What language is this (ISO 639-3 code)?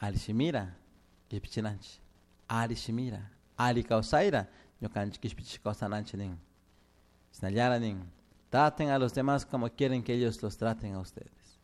qug